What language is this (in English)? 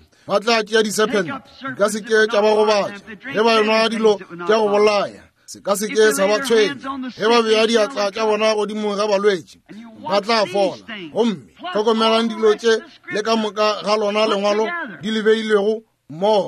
Northern Sotho